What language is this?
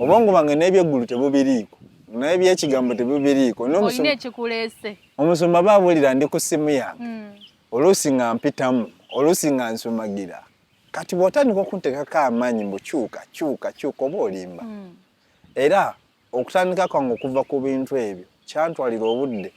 Ganda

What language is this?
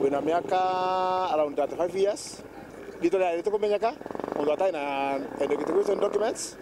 Meru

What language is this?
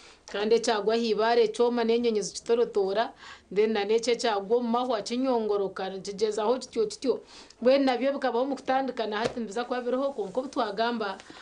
Nyankole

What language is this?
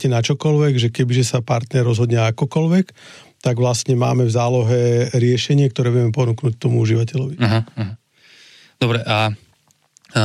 Slovak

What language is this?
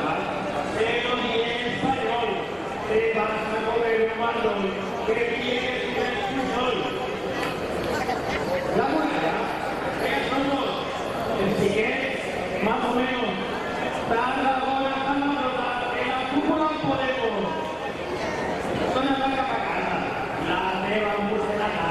Catalan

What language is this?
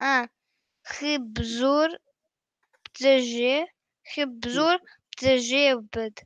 Kabardian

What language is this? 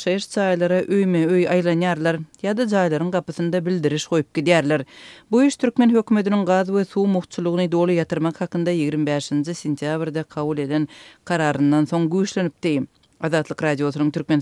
Turkmen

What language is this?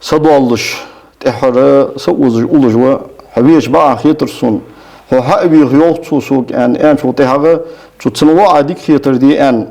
Ingush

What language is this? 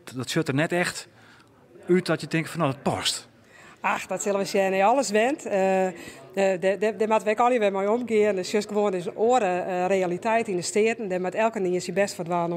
Western Frisian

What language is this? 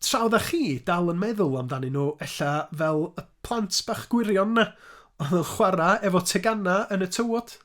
Welsh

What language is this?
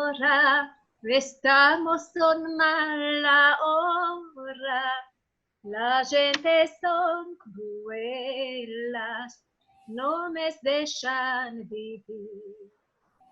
Ladino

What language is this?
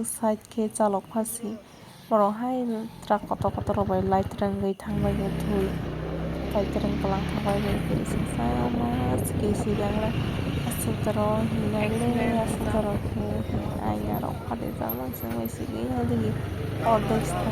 Kok Borok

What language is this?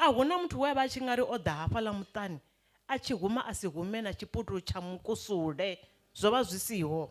Venda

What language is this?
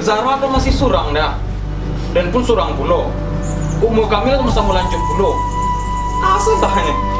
Minangkabau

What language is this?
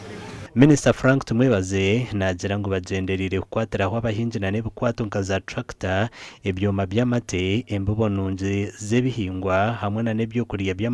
Nyankole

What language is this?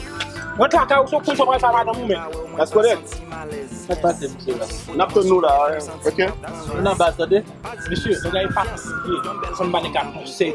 Haitian Creole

